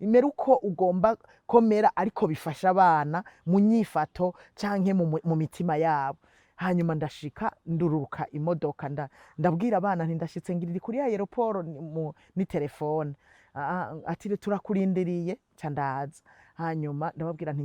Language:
Rundi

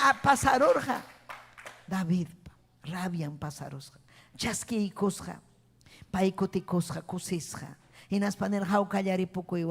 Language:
Ayacucho Quechua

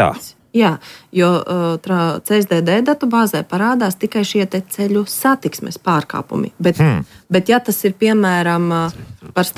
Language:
Latvian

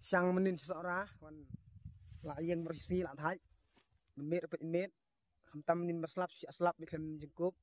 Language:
Khasi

